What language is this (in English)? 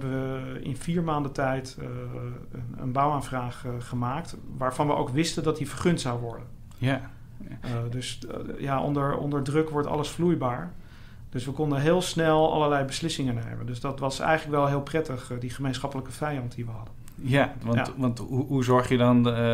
Dutch